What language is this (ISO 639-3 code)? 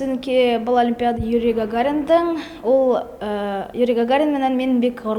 bak